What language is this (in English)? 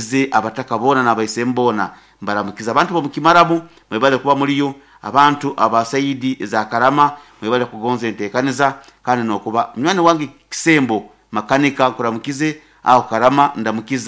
Nyoro